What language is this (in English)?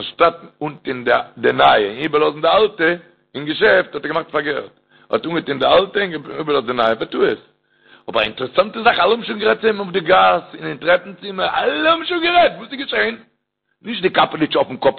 Yiddish